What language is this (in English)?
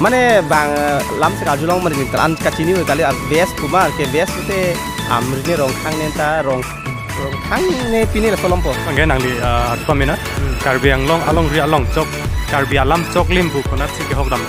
Karbi